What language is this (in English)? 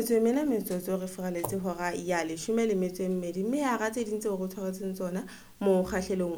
Southern Sotho